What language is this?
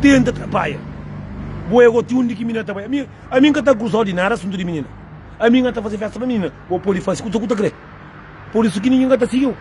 Kabuverdianu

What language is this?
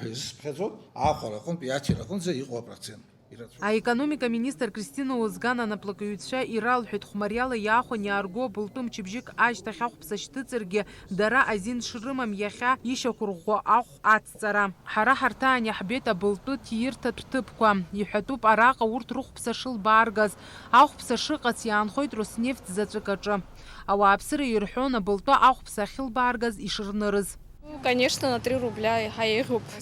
Abkhazian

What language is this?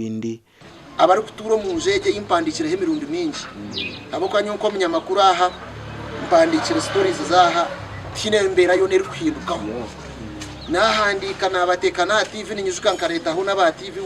Nyankole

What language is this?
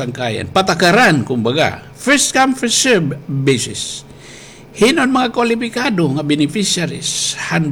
Waray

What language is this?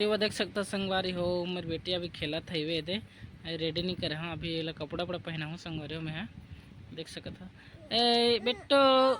Chhattisgarhi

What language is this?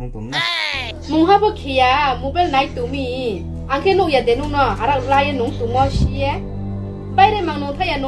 Riang (India)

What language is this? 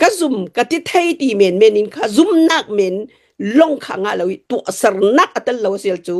Hakha Chin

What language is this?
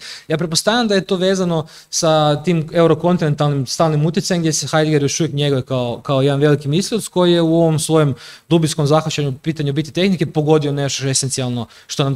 Croatian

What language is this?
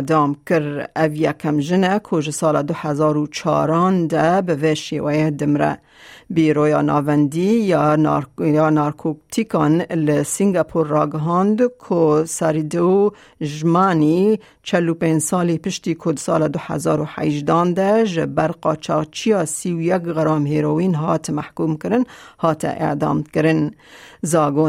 Kurdish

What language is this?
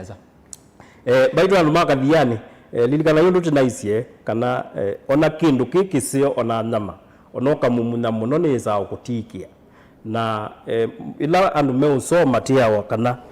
Kamba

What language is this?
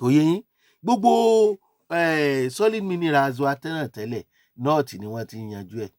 Yoruba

